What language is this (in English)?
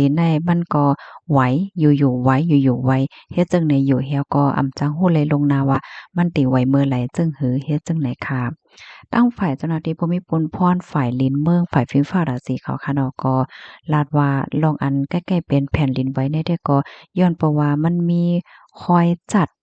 Shan